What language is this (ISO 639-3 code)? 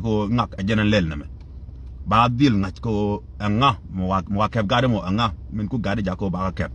nus